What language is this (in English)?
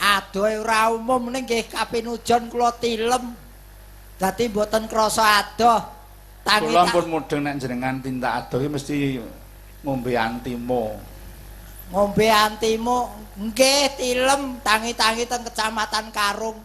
Javanese